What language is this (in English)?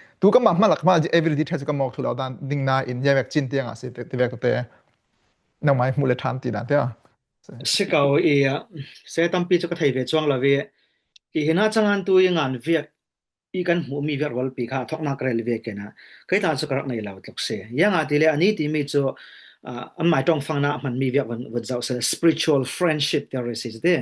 Falam Chin